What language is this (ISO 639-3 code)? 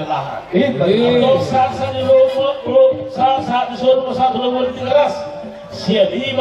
bbc